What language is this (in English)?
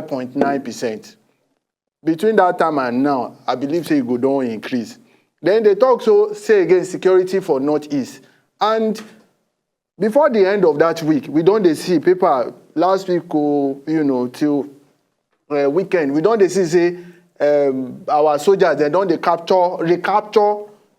Nigerian Pidgin